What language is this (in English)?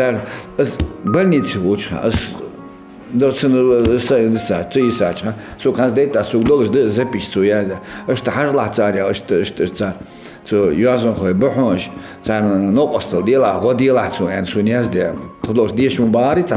Ingush